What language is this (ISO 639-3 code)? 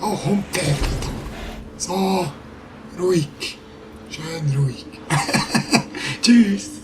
gsw